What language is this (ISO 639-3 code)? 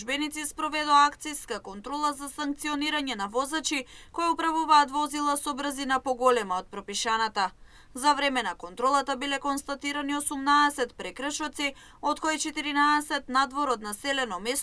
mkd